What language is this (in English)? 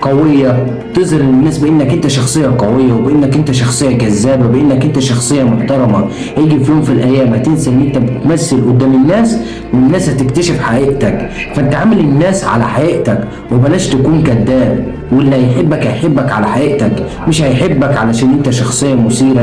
Egyptian Arabic